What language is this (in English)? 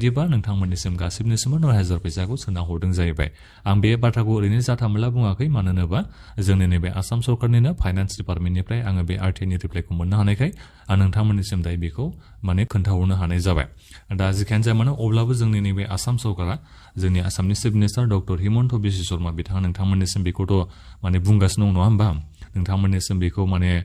Bodo